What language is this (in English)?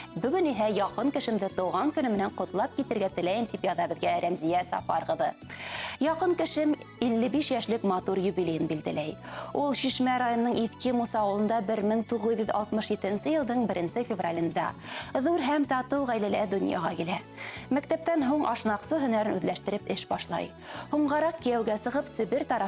Bashkir